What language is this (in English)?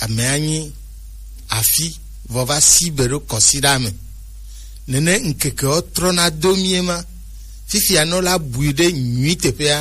Gen